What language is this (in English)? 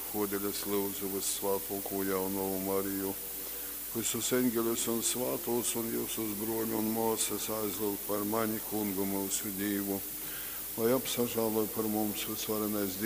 Latgalian